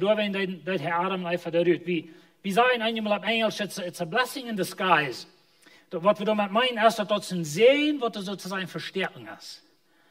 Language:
Plautdietsch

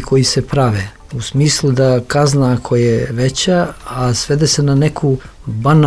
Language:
Serbian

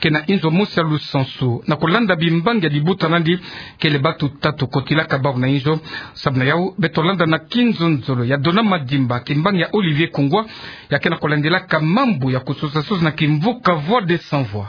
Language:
Kituba (Democratic Republic of Congo)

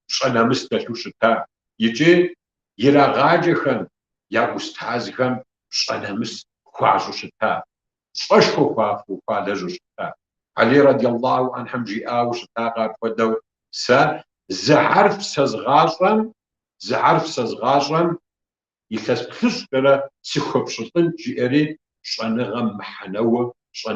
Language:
Kabardian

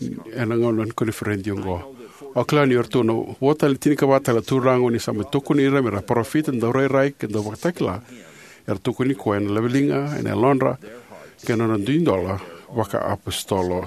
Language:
Fijian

